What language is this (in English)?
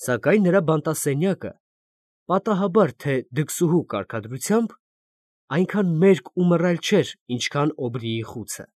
Armenian